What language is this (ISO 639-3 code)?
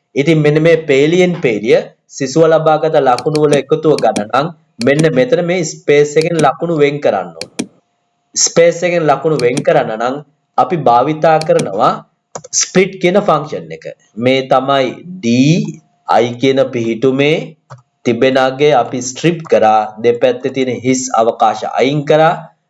sin